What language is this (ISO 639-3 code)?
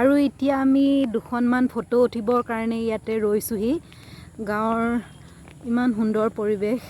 asm